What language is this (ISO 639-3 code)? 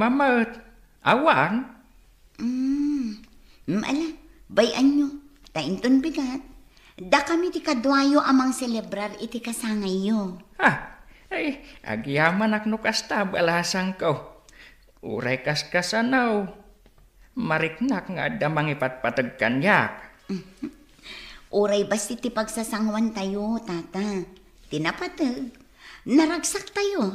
ilo